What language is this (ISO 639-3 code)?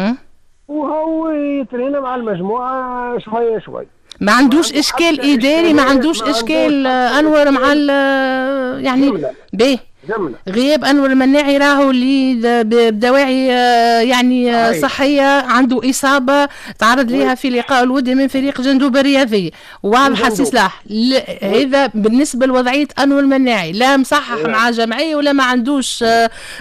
aeb